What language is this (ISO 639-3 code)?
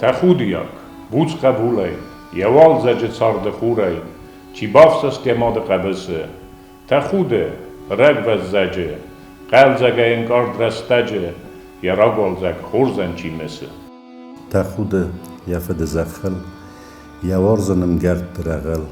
oss